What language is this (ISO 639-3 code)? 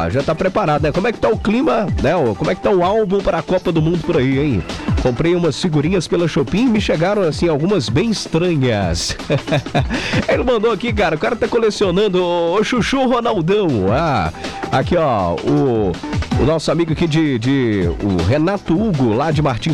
por